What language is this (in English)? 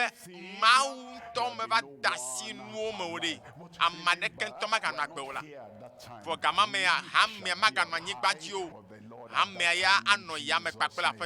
Ewe